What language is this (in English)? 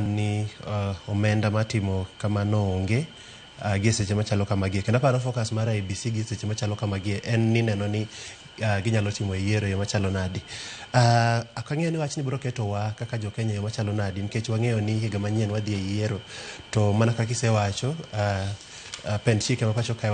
Luo (Kenya and Tanzania)